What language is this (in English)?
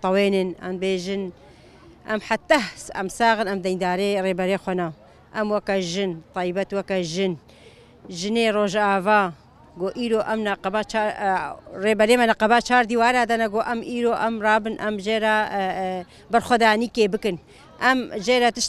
Kurdish